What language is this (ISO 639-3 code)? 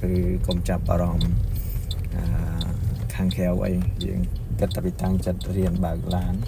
khm